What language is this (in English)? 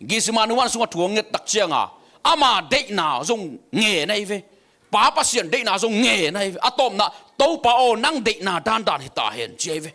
Tedim Chin